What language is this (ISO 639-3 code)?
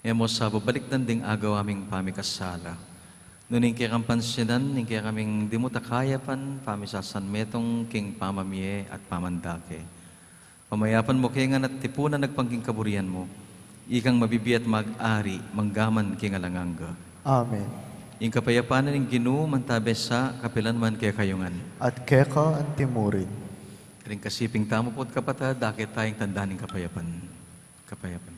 pam